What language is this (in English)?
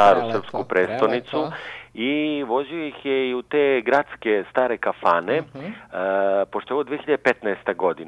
Serbian